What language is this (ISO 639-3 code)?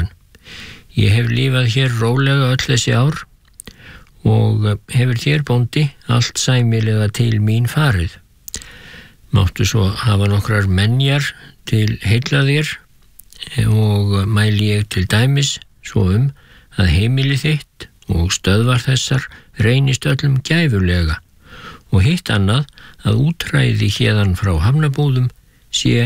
isl